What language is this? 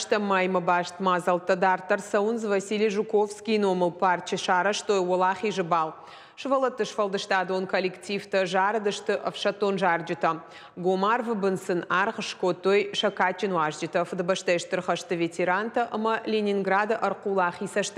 Ossetic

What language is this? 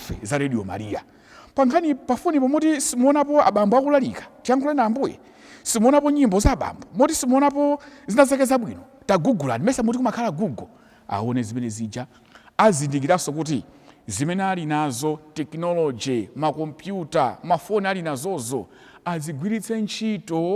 Nyanja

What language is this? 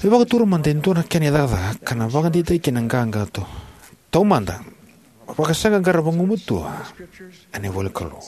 Fijian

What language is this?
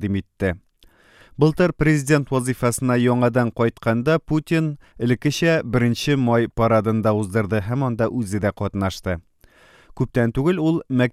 Tatar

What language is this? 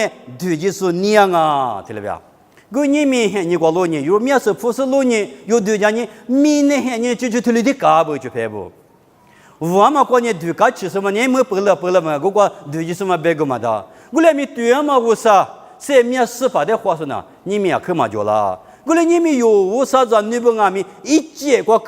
Lisu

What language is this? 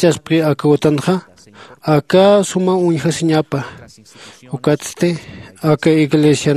Aymara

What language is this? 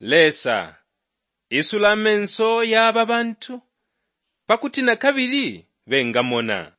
Bemba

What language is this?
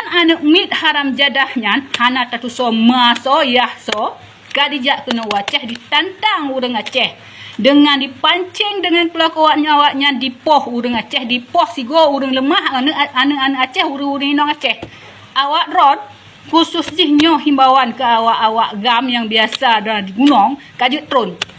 Achinese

